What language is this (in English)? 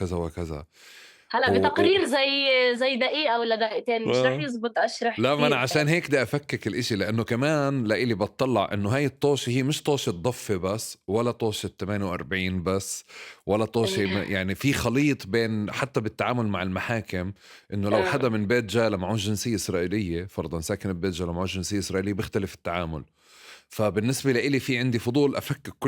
North Levantine Arabic